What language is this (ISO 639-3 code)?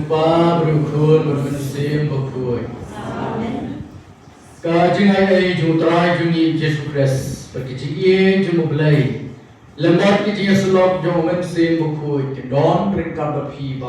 kha